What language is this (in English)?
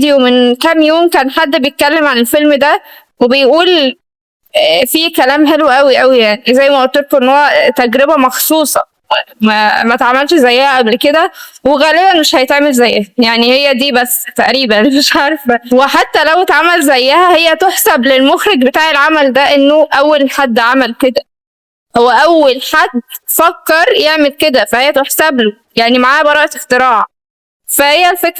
Egyptian Arabic